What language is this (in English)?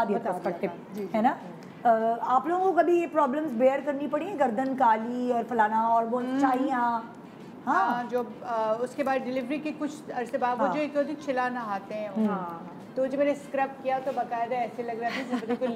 Urdu